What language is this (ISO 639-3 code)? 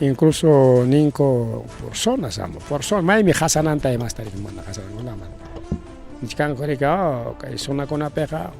quy